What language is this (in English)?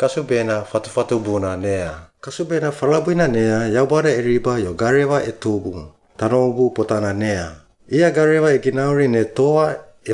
Suau